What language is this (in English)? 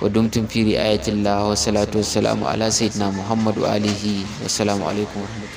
Hausa